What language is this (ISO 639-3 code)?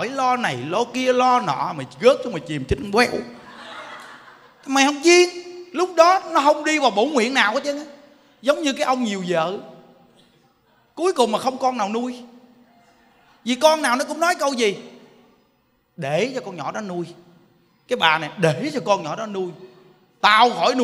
vie